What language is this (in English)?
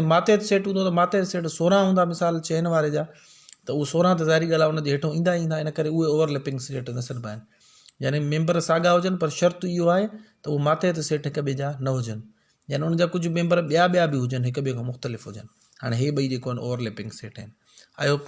Sindhi